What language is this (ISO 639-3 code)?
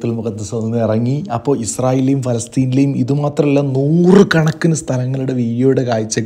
mal